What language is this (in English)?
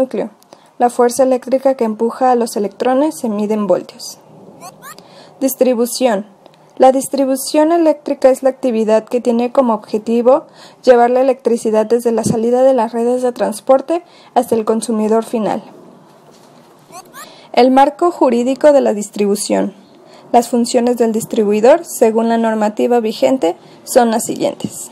Spanish